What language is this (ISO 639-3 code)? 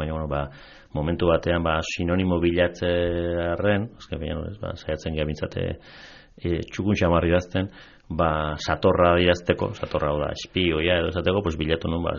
eus